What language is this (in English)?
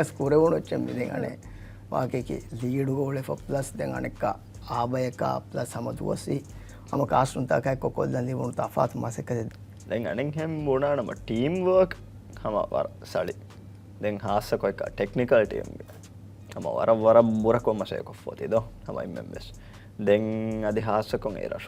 Divehi